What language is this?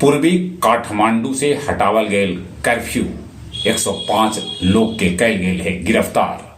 Magahi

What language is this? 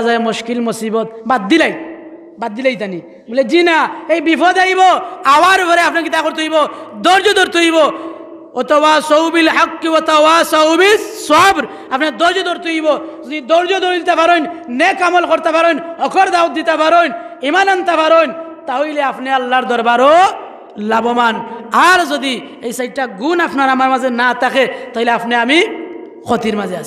Sylheti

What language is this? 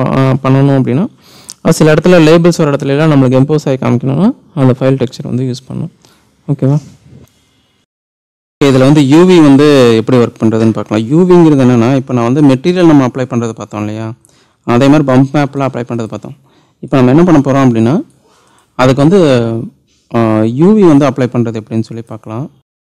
Tamil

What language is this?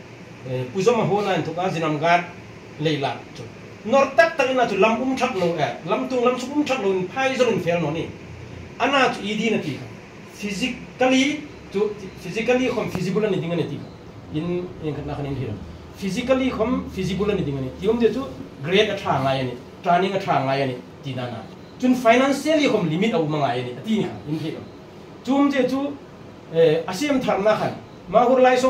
Hmar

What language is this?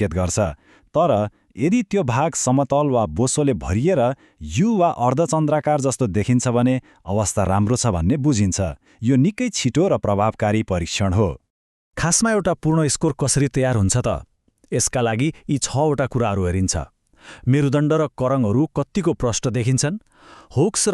Nepali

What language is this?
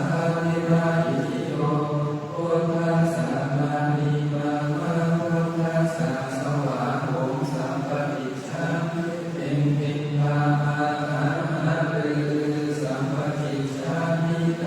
Pali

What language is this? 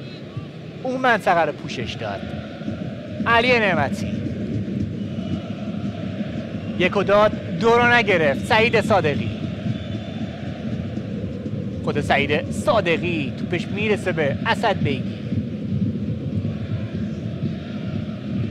Persian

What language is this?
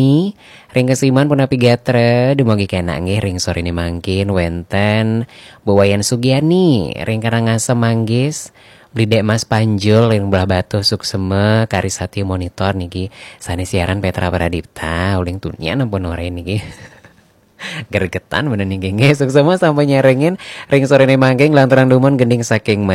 Balinese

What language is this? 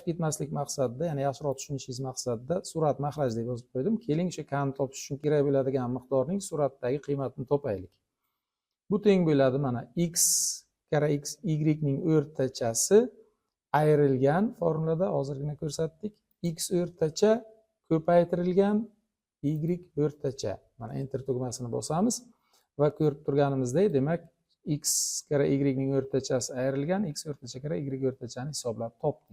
Uzbek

